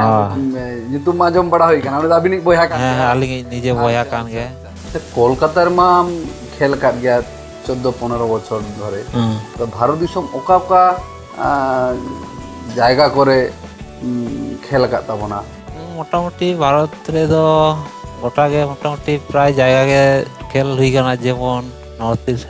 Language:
Santali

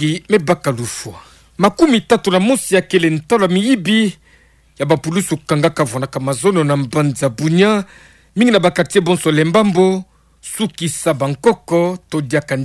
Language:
Kituba (Democratic Republic of Congo)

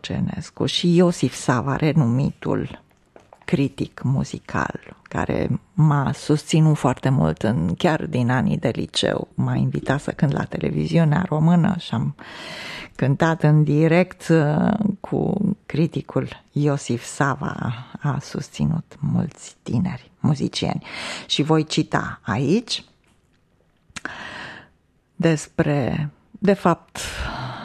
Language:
Romanian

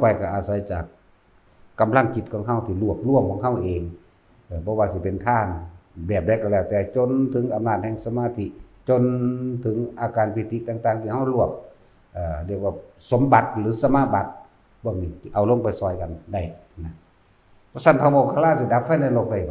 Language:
Northeastern Thai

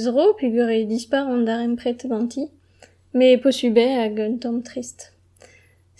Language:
Breton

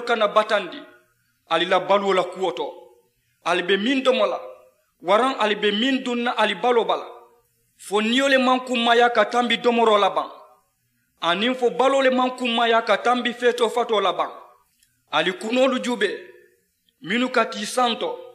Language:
Mandingo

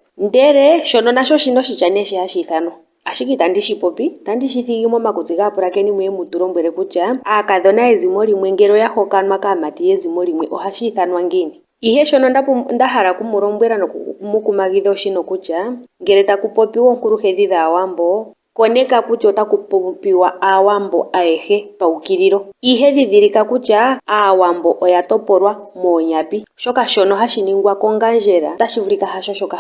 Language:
Ndonga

